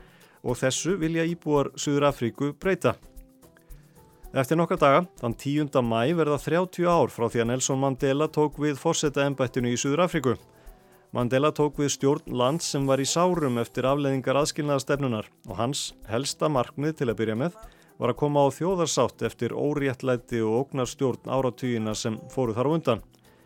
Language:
Icelandic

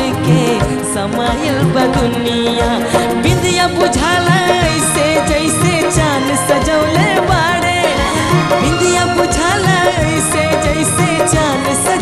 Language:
Bhojpuri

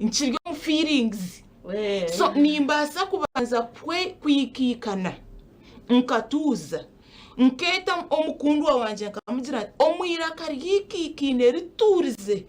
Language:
Nyankole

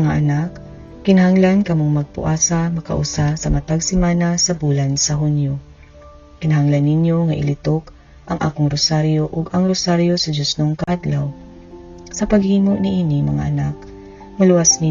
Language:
Cebuano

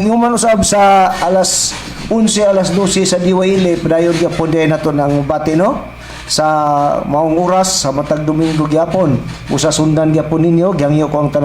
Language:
Cebuano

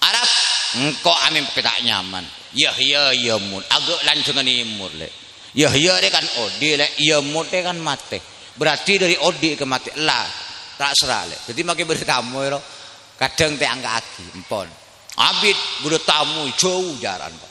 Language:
Madurese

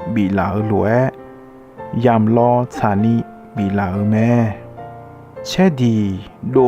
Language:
Akha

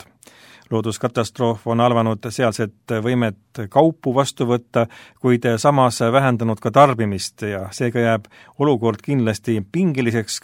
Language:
Estonian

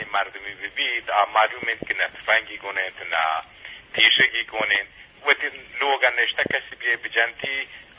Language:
Eastern Balochi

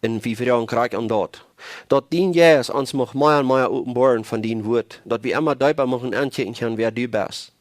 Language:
Plautdietsch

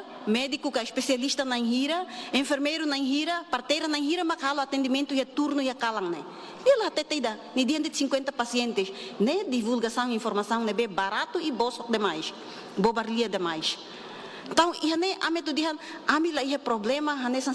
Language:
Tetum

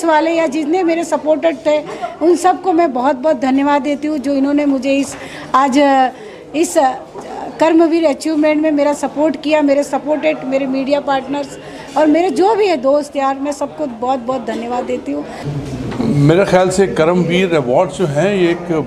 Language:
Hindi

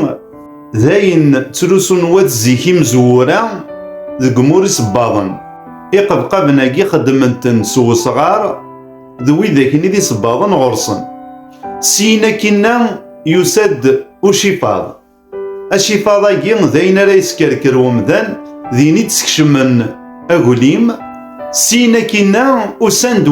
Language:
Kabyle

